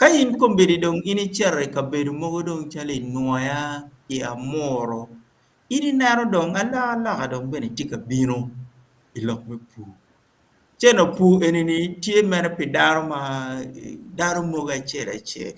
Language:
Acoli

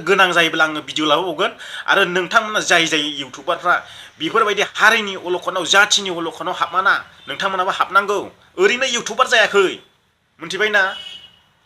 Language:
Bodo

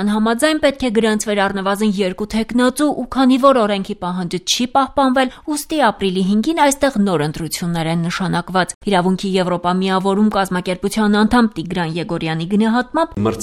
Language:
Armenian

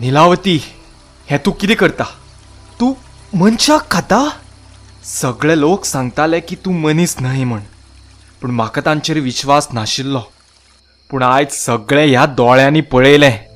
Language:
Konkani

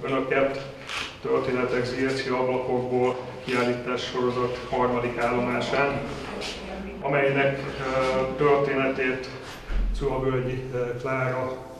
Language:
Hungarian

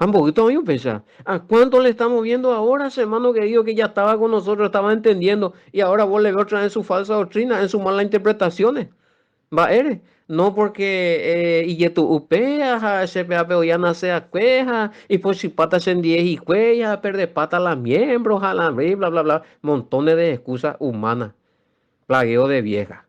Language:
Guarani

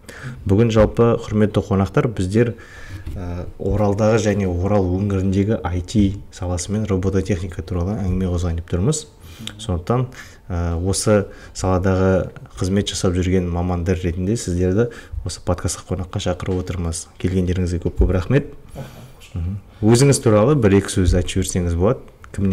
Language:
Kazakh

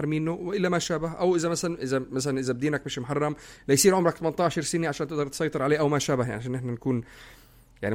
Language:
North Levantine Arabic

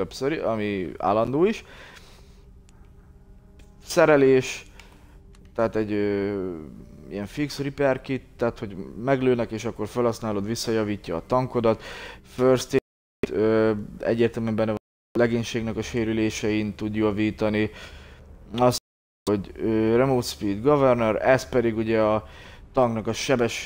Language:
Hungarian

